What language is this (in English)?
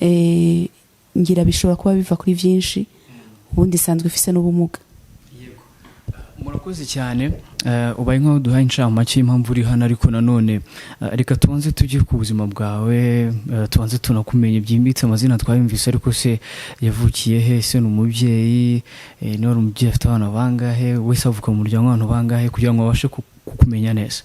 Rundi